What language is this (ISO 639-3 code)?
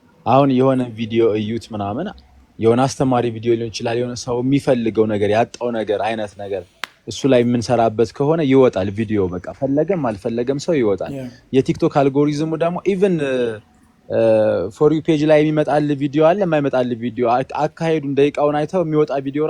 amh